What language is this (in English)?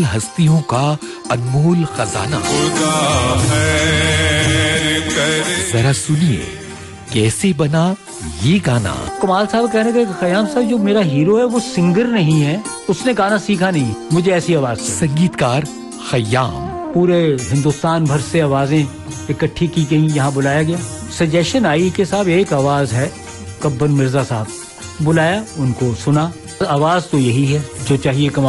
Hindi